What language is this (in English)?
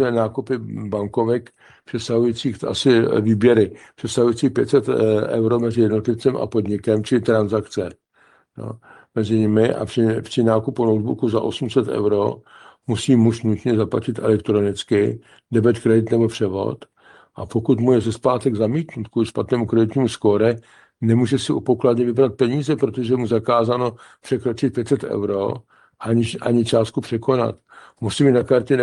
Czech